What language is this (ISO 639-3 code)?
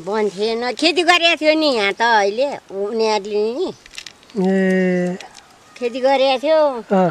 nep